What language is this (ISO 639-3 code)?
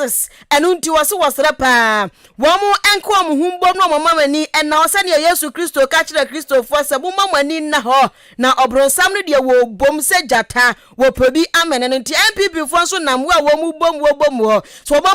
aka